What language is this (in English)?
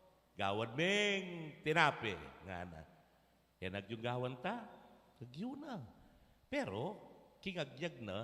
Pampanga